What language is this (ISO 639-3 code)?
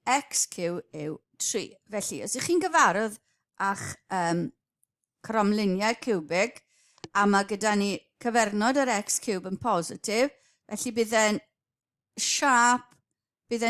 cym